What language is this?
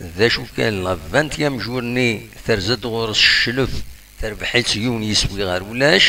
Kabyle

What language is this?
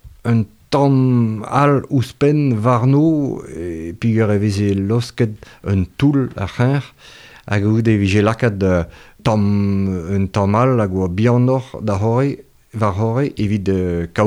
Breton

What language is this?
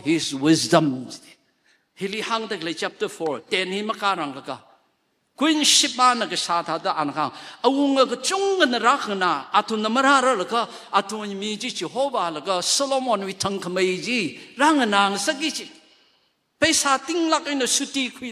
Tangkhul Naga (India)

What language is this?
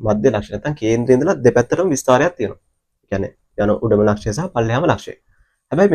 Sinhala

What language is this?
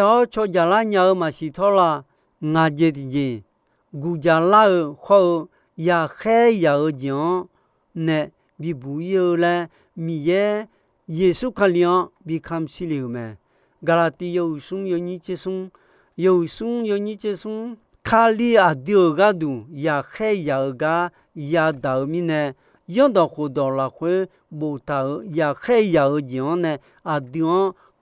Akha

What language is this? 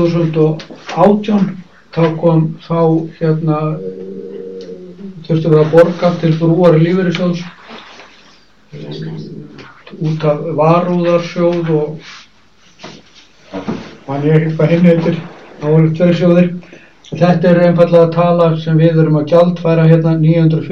Icelandic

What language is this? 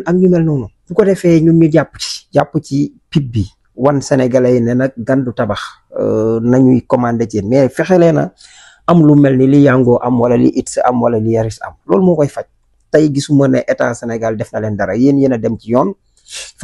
Wolof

